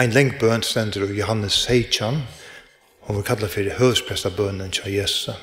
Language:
Faroese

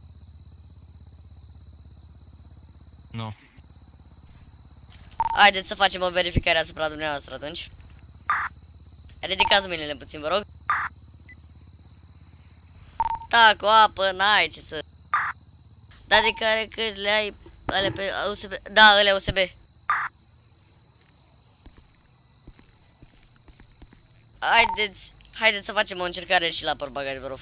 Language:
Romanian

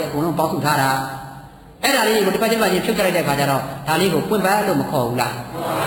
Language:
Burmese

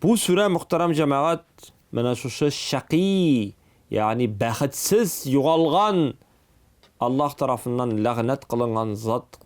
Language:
Tatar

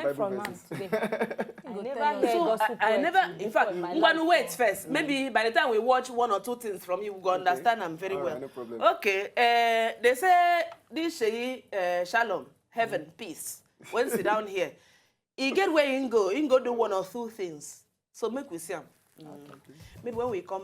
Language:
Nigerian Pidgin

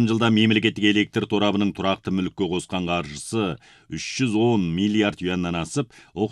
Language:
Kazakh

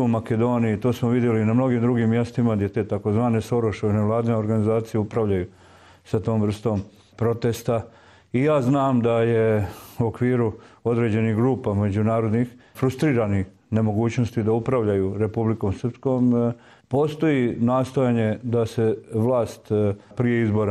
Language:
Croatian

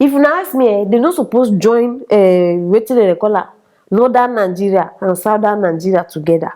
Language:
Nigerian Pidgin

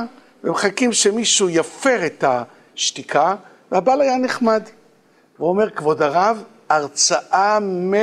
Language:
Hebrew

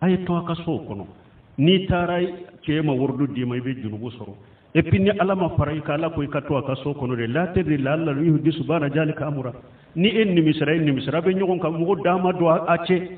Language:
Bambara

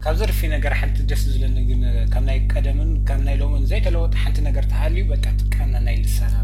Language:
Tigrinya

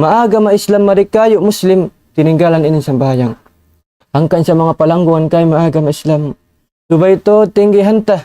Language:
Tausug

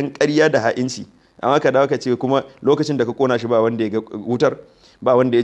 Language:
Hausa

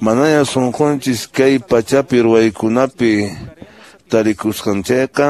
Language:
Quechua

